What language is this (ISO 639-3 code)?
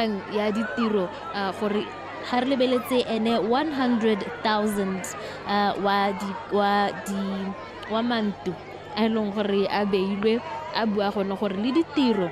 tsn